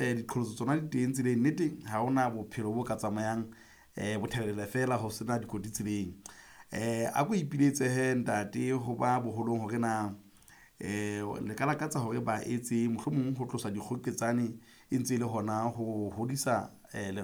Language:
Southern Sotho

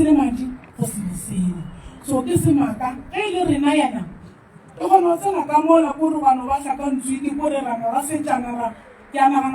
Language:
Northern Sotho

